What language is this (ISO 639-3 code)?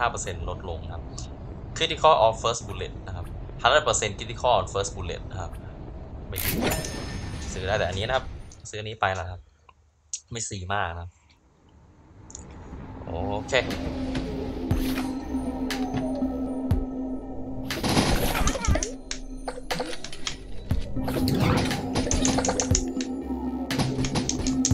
tha